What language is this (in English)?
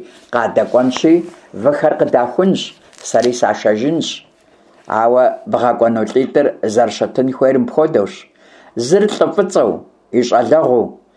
Kabardian